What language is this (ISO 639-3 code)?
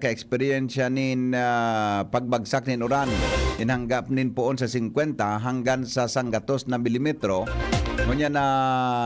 bik